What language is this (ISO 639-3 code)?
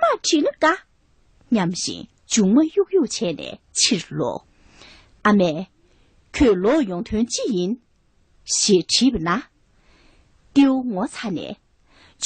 bod